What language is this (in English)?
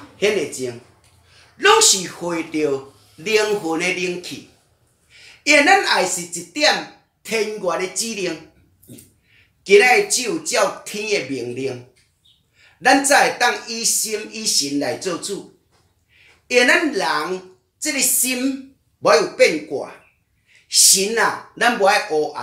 Min Nan Chinese